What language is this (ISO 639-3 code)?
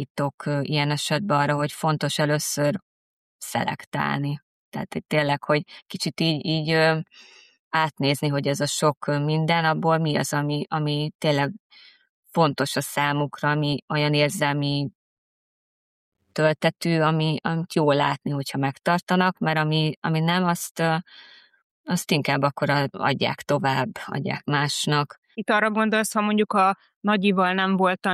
hun